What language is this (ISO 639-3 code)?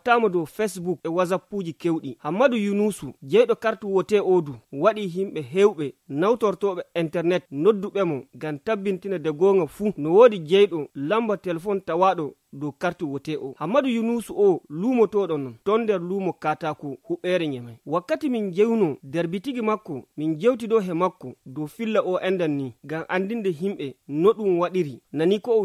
fuv